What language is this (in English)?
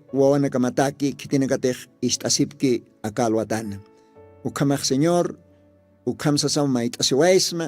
Aymara